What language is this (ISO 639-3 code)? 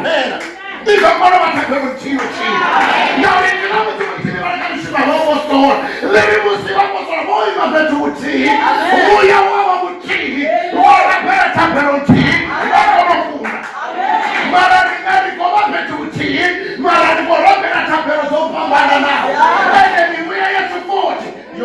ven